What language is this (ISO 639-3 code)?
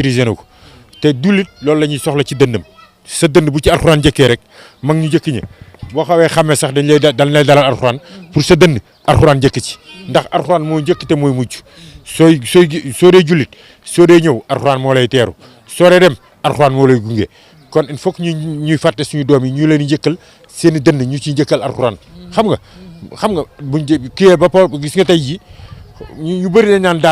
wol